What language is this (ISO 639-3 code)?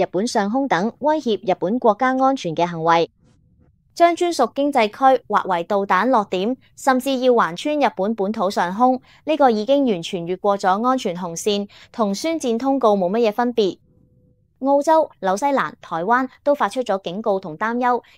yue